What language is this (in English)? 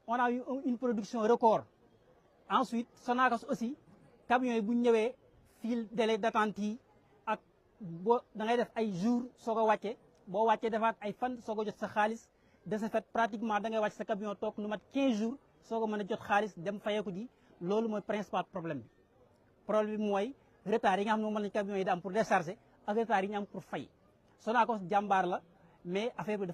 Wolof